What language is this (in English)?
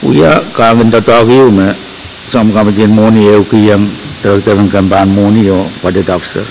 Pohnpeian